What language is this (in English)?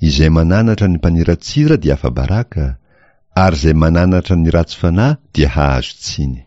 Malagasy